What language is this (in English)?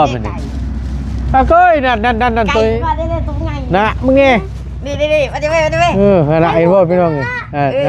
Northeastern Thai